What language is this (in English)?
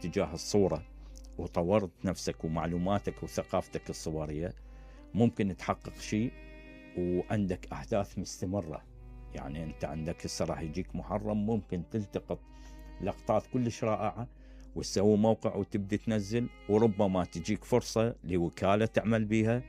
Mesopotamian Arabic